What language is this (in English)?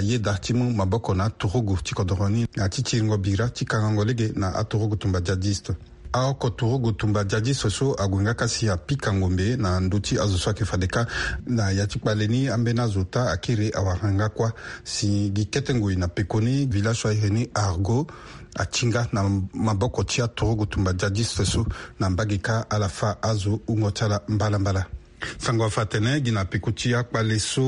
Sango